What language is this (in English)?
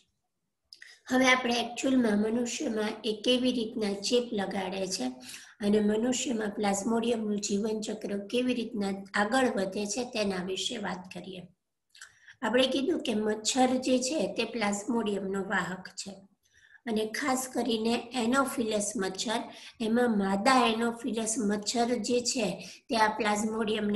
Gujarati